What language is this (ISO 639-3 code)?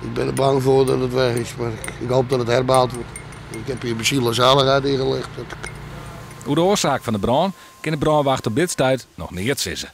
fry